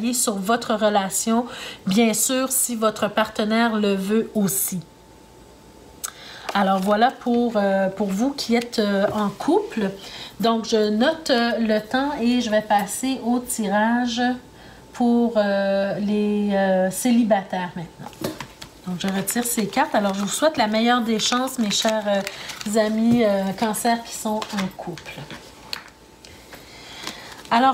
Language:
French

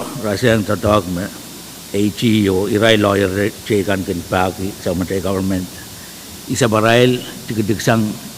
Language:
Pohnpeian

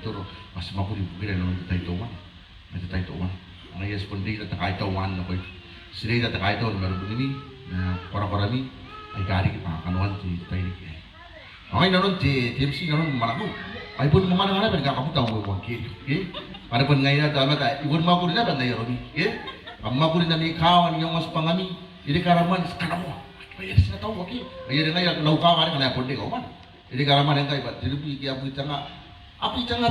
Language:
Gilbertese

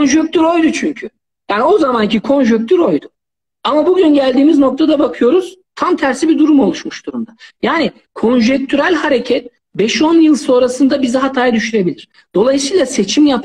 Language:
Turkish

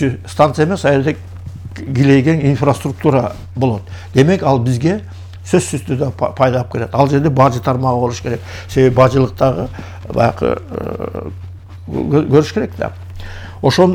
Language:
Kyrgyz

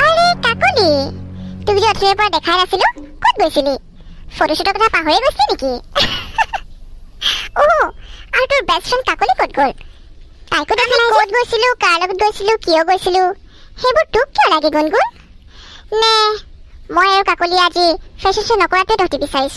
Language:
Assamese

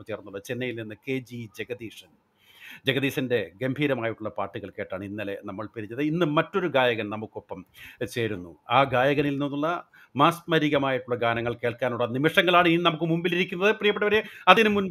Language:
Malayalam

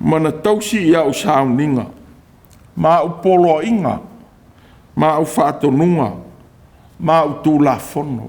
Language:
Samoan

